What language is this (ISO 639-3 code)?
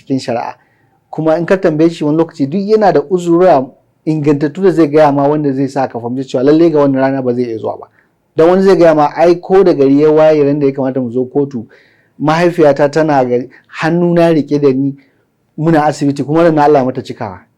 hau